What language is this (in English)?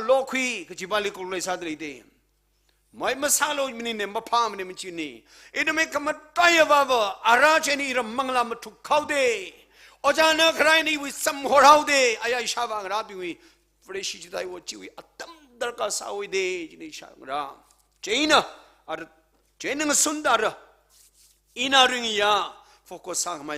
Tangkhul Naga (India)